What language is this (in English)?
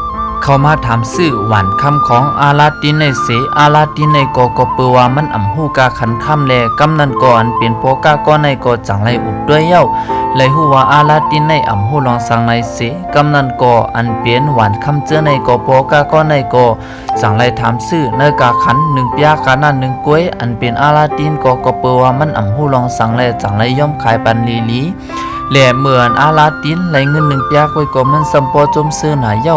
Shan